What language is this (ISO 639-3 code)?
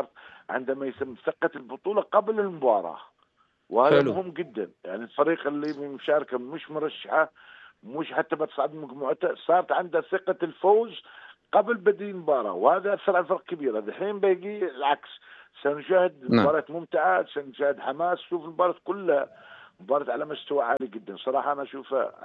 apc